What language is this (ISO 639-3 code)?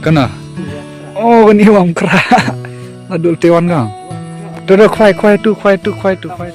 kha